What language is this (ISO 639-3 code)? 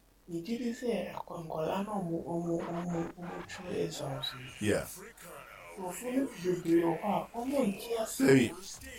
aka